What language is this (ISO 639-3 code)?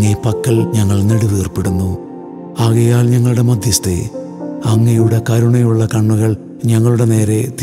mal